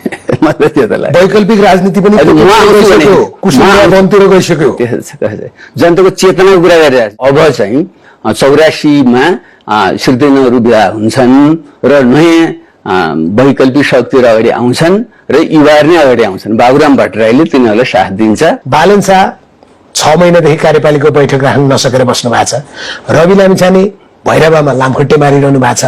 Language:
Nepali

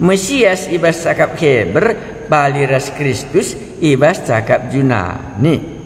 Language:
Batak Karo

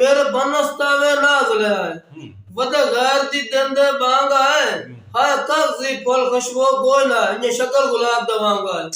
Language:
Saraiki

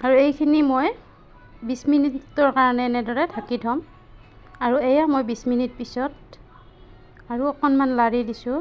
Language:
Assamese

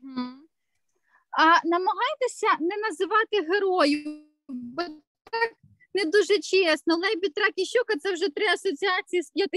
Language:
Ukrainian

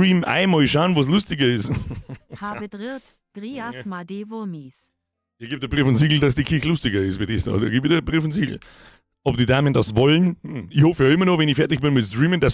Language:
Bavarian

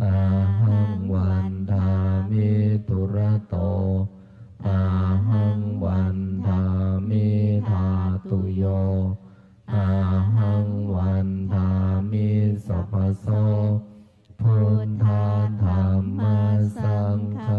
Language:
Pali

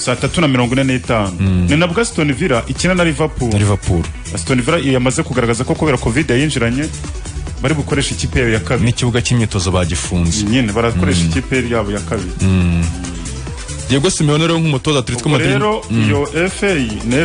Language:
Kinyarwanda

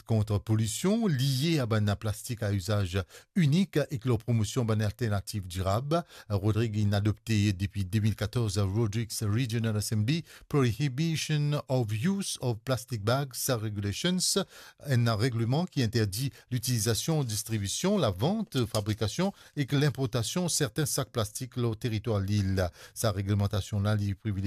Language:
Morisyen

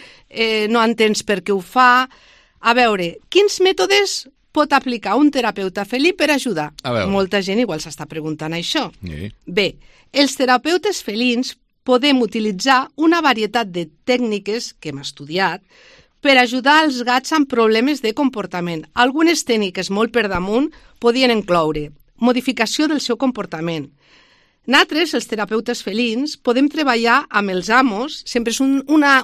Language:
Catalan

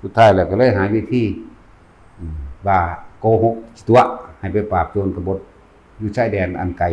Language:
Lao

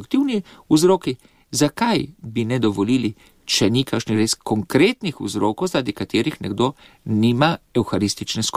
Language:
Slovenian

